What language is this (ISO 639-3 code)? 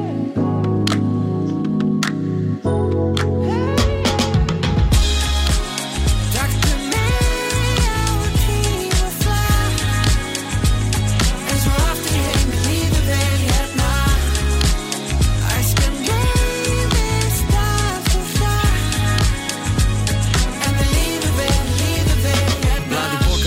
isl